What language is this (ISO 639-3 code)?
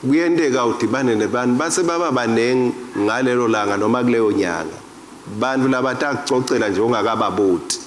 ssw